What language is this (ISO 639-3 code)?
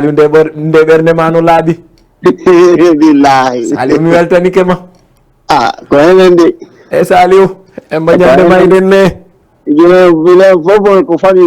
ful